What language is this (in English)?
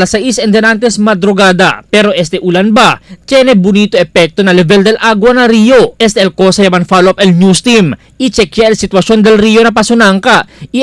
Chavacano